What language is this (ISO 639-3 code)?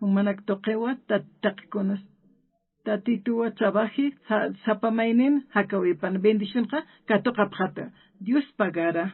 aym